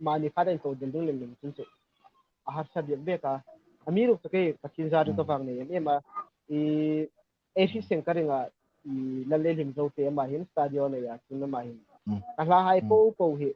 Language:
Hmar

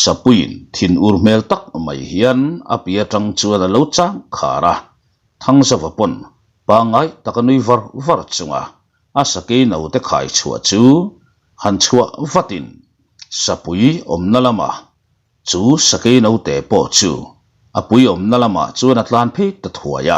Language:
Mizo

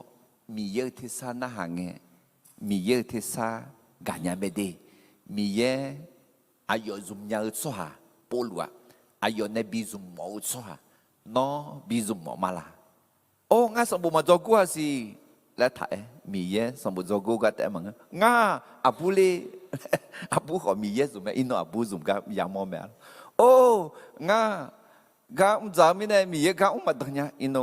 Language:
Akha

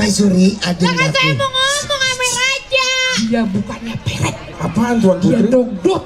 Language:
Betawi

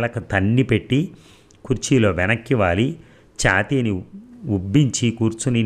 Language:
Telugu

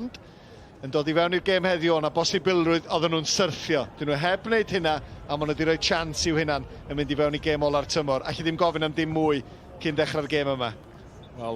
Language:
Welsh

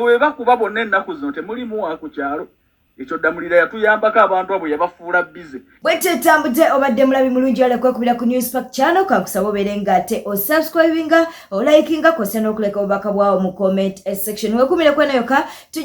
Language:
Ganda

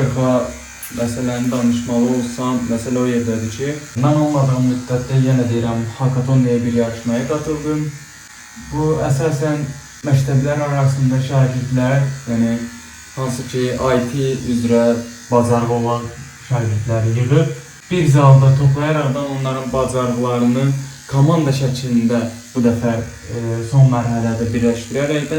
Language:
Azerbaijani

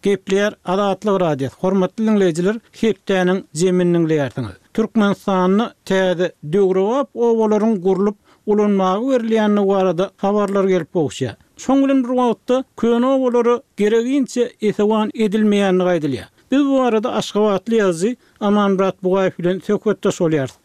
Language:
Turkmen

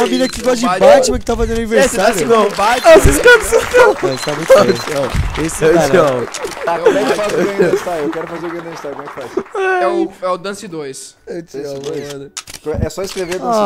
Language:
Portuguese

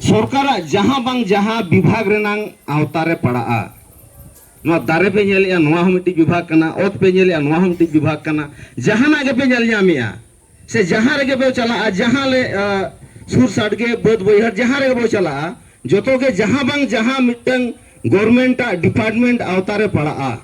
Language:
Santali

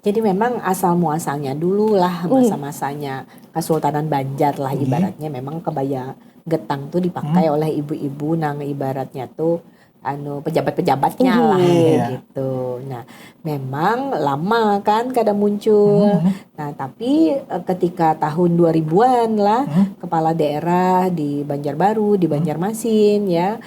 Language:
Banjar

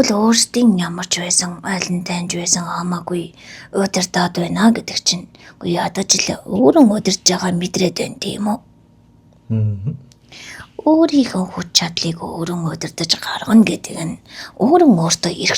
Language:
Mongolian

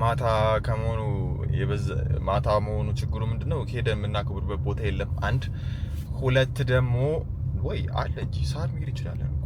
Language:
Amharic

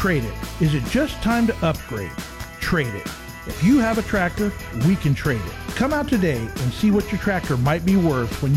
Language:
English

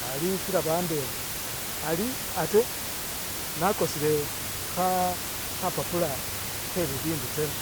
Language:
Masaaba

